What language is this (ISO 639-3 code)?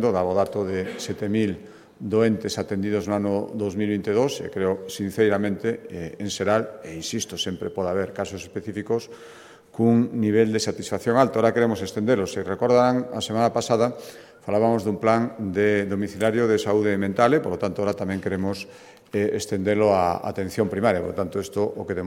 glg